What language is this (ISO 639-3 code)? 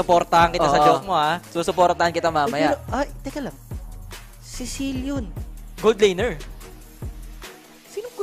fil